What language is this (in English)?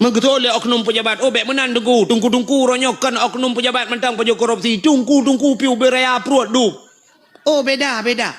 Achinese